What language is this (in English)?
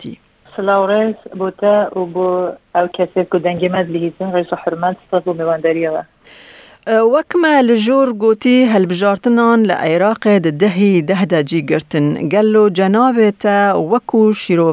Kurdish